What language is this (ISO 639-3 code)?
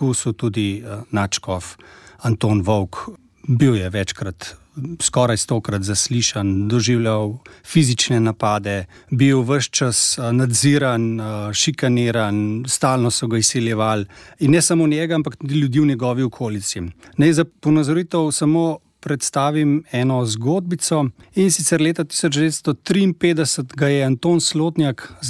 slv